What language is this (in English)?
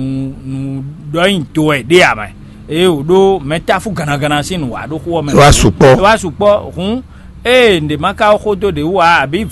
Fon